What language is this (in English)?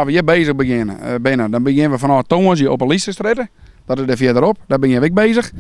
Western Frisian